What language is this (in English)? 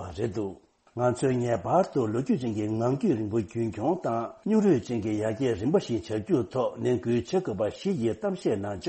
Tibetan